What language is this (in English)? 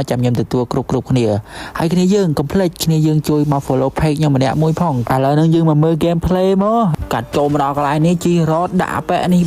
Khmer